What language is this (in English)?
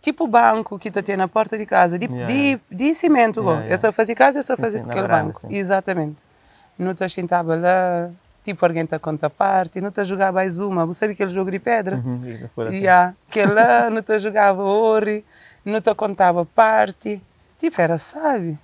Kabuverdianu